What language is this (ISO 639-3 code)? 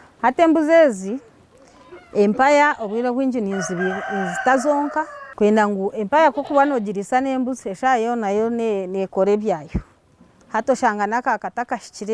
nyn